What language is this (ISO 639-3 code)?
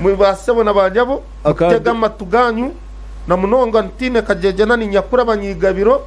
nyn